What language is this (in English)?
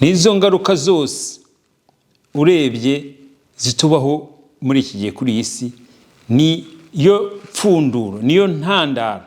Kinyarwanda